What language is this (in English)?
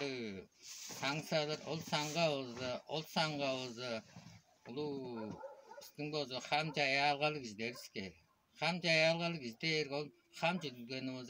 Tuvinian